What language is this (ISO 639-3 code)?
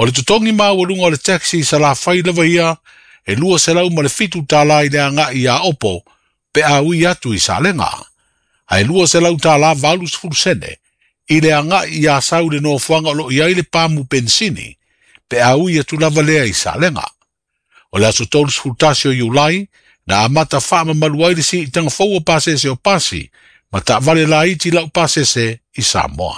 smo